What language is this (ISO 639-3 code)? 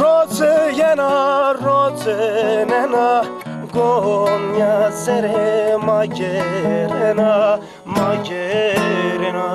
zza